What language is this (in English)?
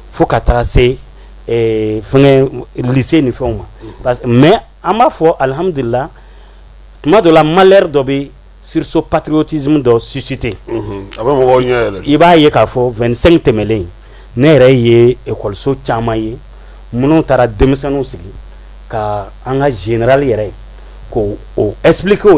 Bambara